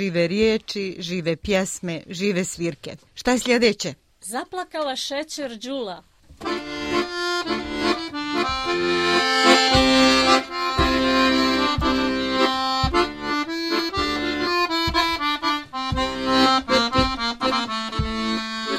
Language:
Bosnian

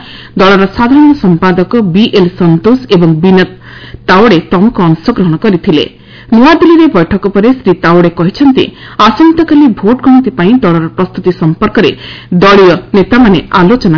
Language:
Odia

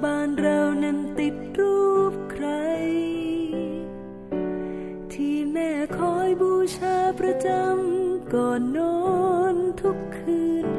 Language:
Thai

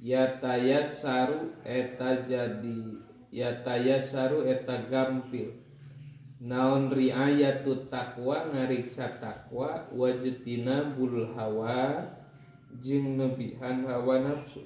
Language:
Sundanese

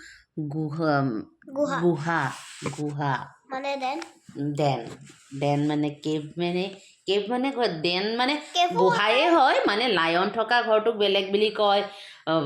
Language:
Assamese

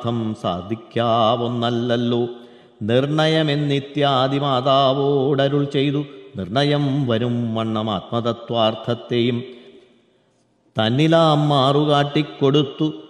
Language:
Malayalam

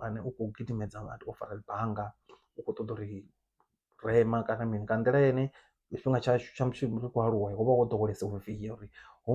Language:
Venda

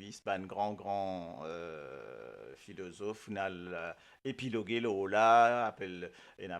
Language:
Morisyen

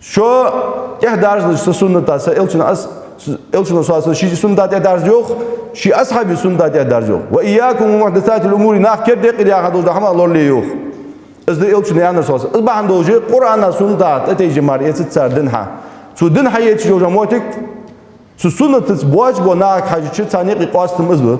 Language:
Ingush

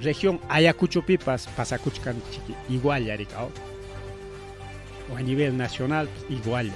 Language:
Ayacucho Quechua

